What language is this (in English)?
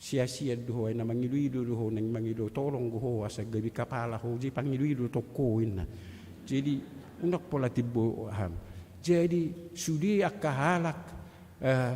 Batak Toba